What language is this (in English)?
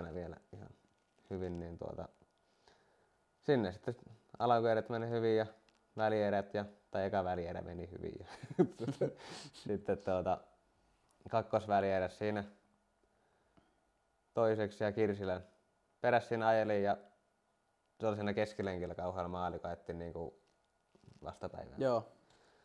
Finnish